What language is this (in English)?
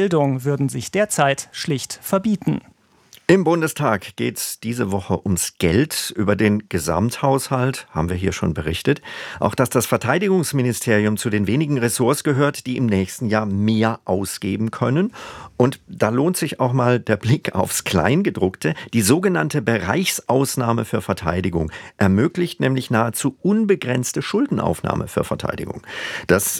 German